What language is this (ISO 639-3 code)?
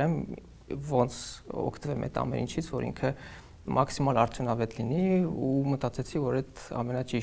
hye